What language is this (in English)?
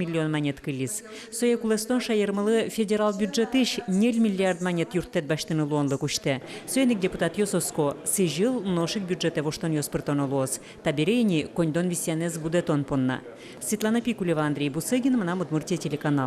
Udmurt